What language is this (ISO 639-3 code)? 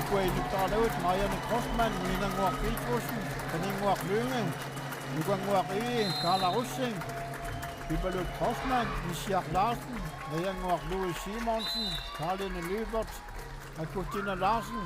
kal